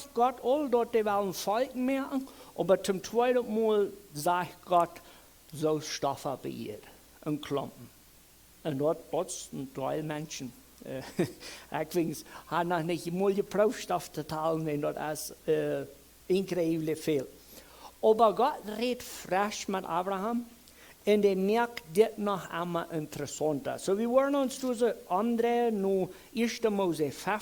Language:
Plautdietsch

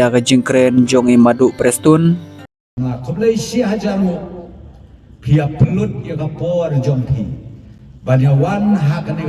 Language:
Khasi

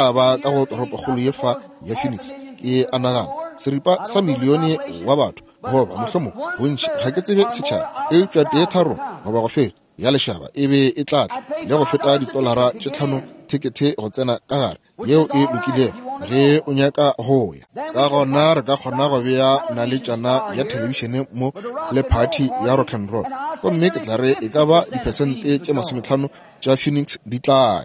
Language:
Northern Sotho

